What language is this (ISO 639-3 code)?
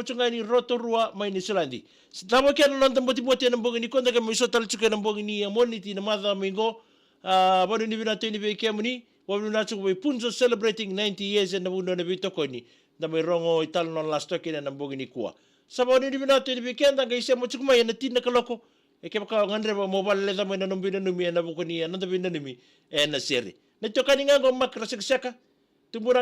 fij